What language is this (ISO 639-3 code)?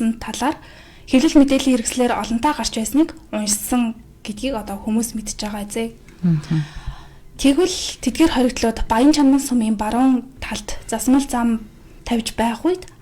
mon